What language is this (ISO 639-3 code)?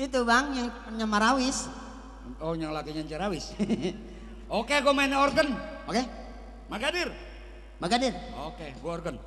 bew